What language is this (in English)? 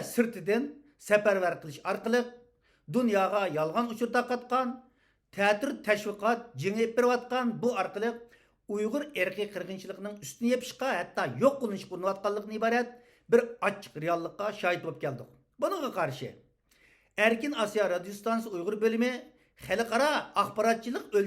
Uyghur